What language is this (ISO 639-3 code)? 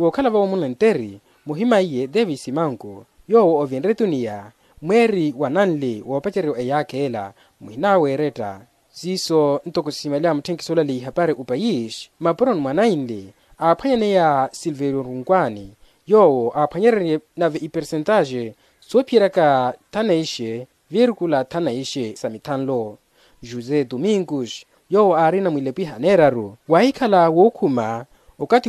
vmw